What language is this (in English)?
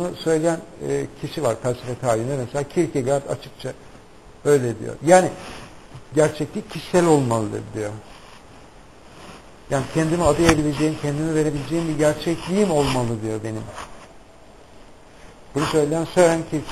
Turkish